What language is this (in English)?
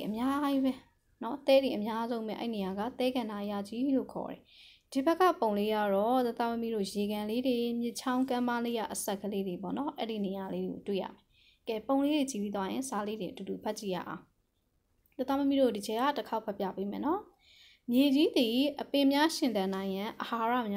Burmese